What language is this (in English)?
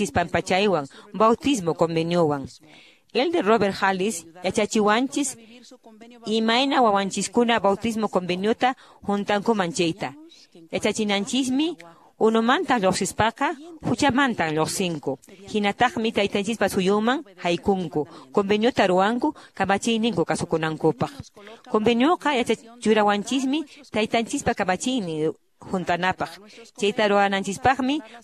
Quechua